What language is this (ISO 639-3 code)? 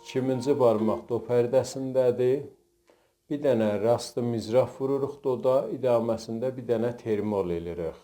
azb